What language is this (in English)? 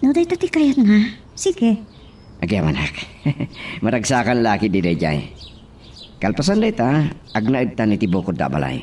Iloko